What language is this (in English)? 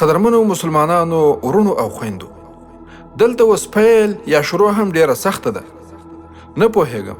Pashto